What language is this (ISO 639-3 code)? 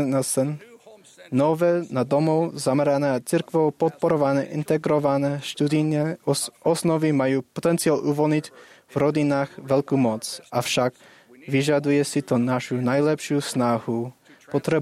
slk